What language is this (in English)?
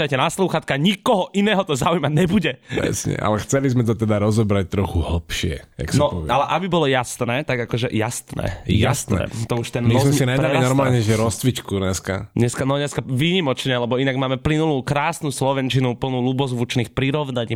Slovak